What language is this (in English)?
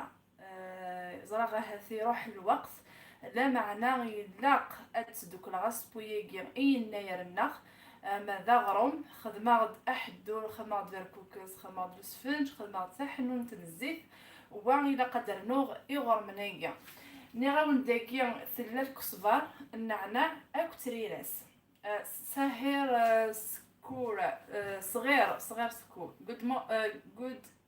Kabyle